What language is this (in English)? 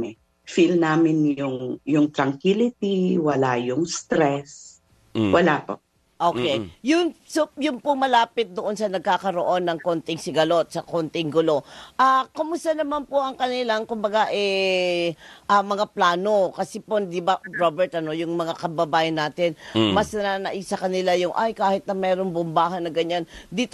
Filipino